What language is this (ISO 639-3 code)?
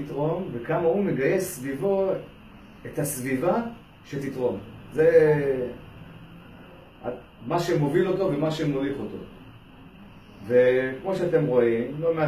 heb